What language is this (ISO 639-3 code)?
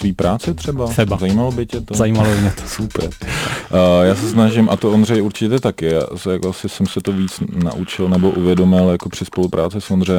ces